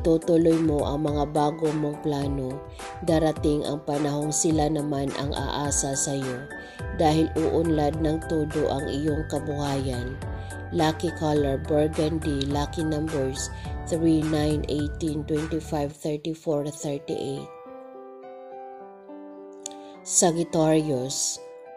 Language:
Filipino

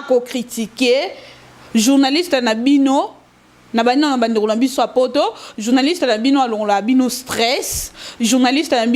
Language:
Lingala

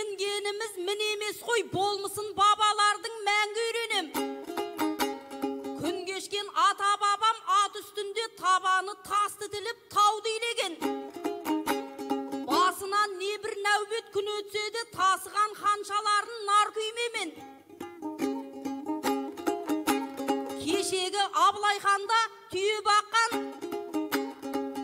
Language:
Kazakh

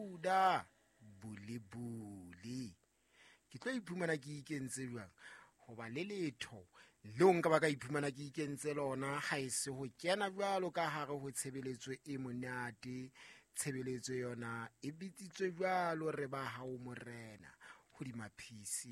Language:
Southern Sotho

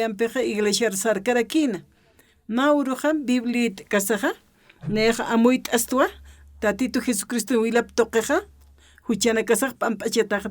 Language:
Aymara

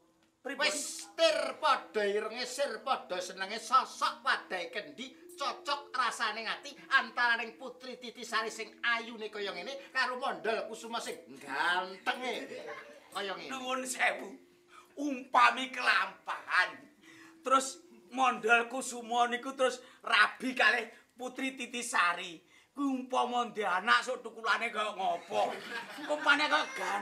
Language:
Javanese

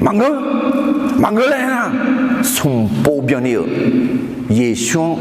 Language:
Akha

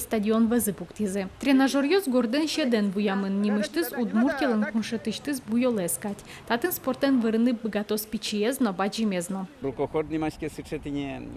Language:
Udmurt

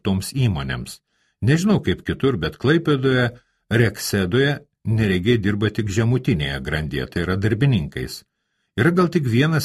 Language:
Lithuanian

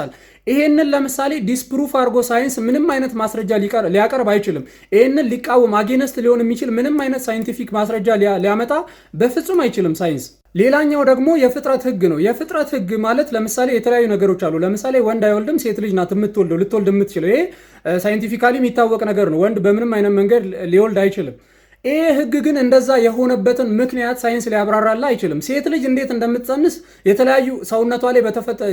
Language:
Amharic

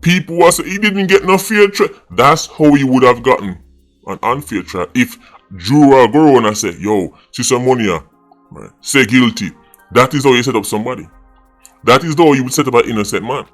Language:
Jamaican Creole English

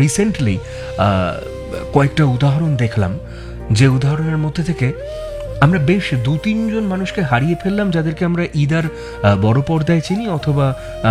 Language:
Bangla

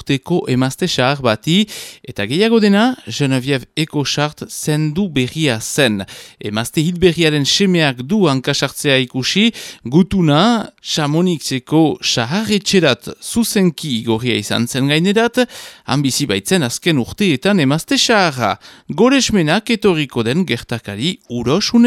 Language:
Basque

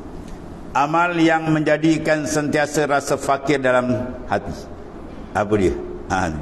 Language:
Malay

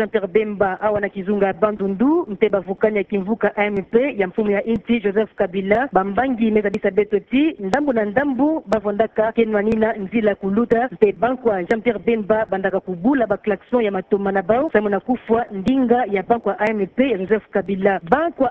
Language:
Kituba (Democratic Republic of Congo)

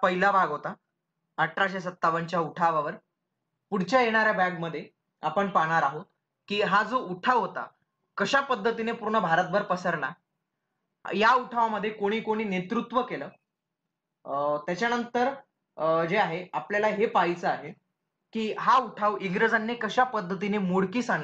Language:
Marathi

